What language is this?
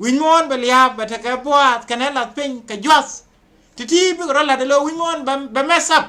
Nuer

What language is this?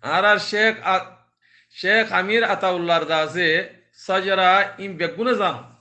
Rohingya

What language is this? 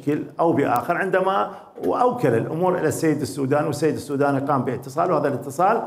Mesopotamian Arabic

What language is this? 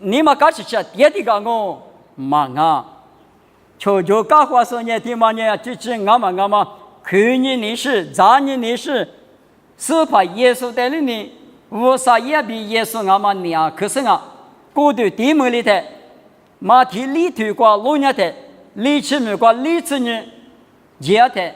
Lisu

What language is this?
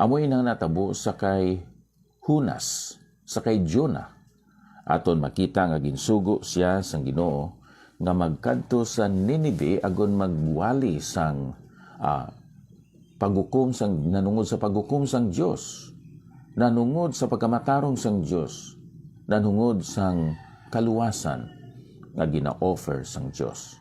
Hiligaynon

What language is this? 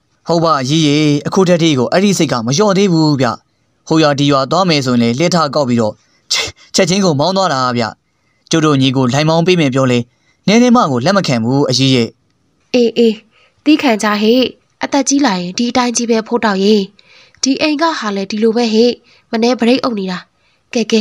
Burmese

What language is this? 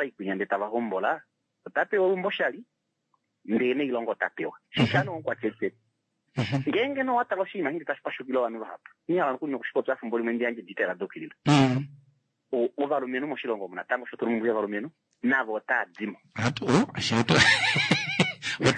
Kuanyama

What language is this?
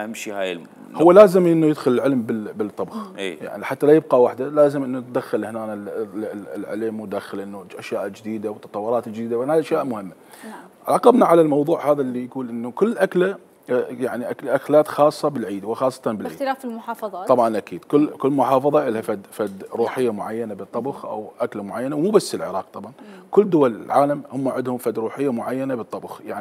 Mesopotamian Arabic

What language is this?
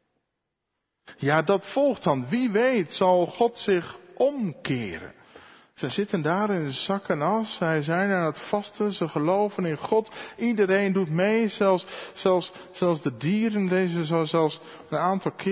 Dutch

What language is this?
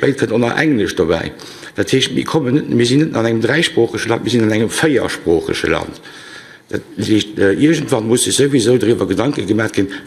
Luxembourgish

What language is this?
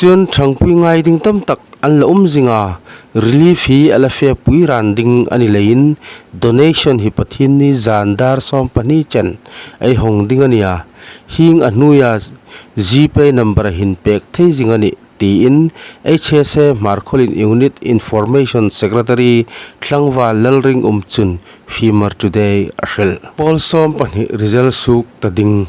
Hmar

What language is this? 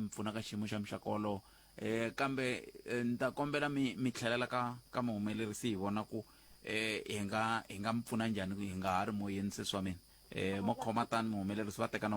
Tsonga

